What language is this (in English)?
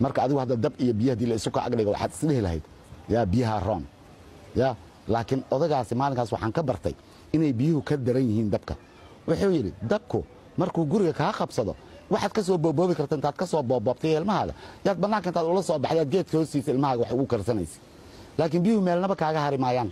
Somali